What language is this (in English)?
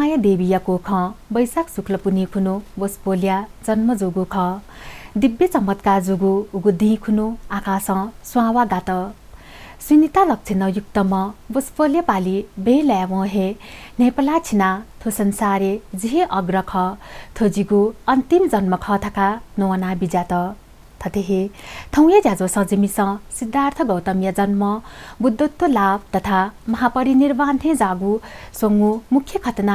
Newari